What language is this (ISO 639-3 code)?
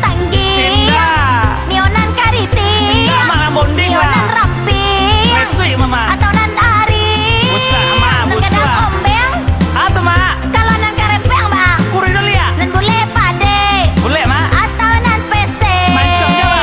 min